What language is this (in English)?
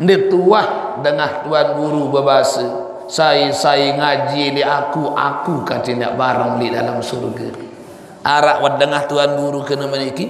Sasak